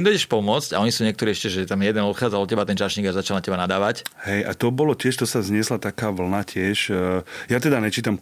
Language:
Slovak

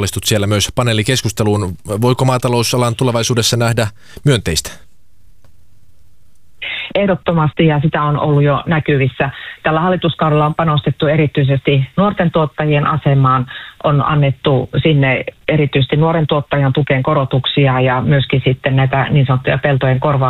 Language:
Finnish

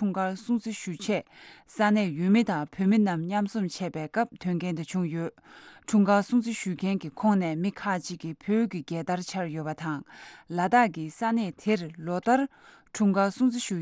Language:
Tibetan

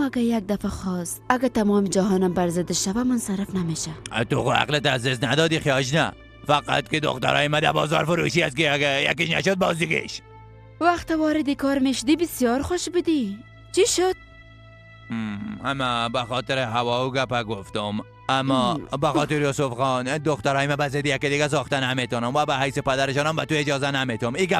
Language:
Persian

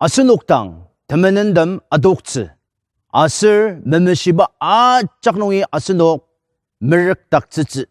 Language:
Ao Naga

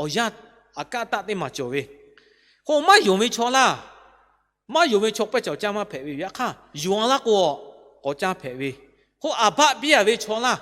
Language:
Lahu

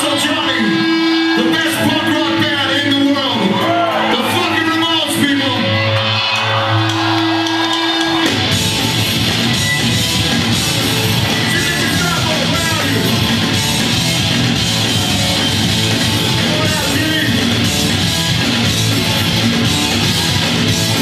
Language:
English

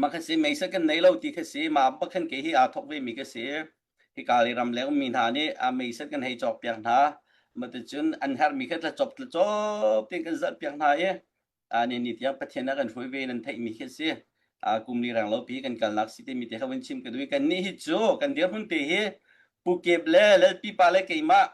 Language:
Hakha Chin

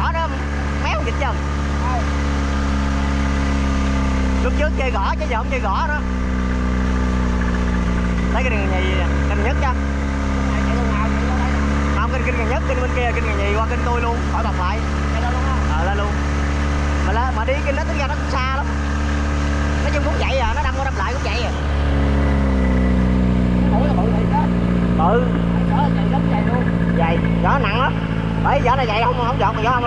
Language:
Vietnamese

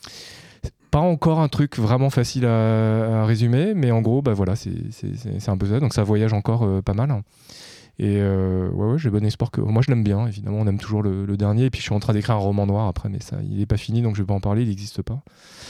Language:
French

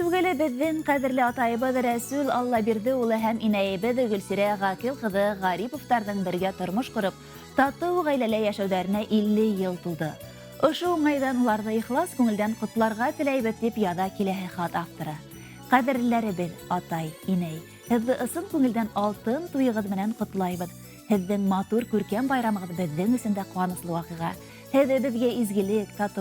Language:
Bashkir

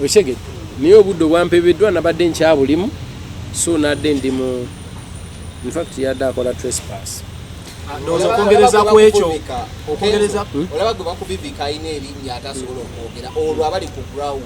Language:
Ganda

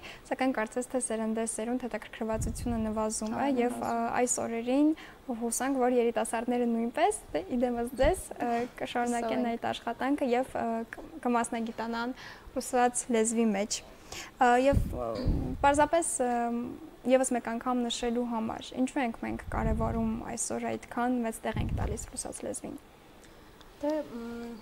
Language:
Armenian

